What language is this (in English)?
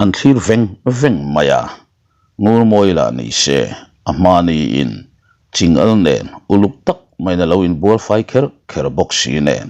Mizo